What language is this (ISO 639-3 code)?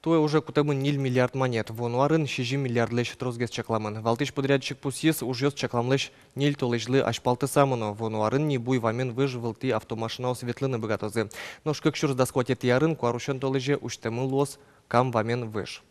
udm